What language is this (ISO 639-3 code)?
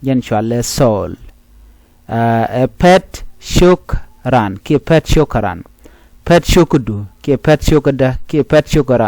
nus